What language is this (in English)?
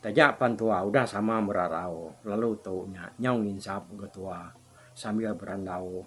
Iban